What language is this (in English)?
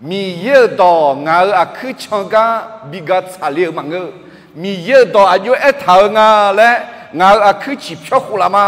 Akha